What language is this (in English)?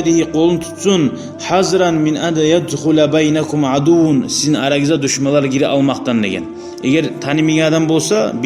Kumyk